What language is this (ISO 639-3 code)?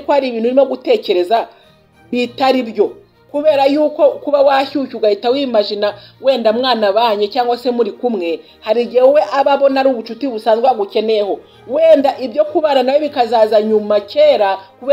kin